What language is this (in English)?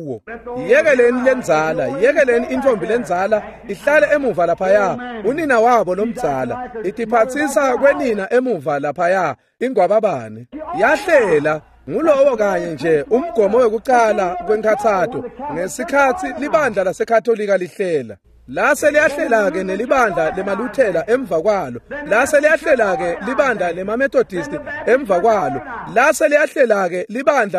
Swati